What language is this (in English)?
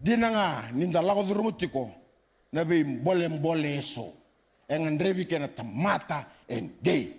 Fijian